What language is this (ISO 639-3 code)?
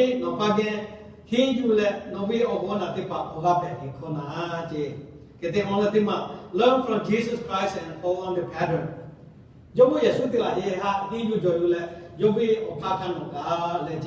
lhu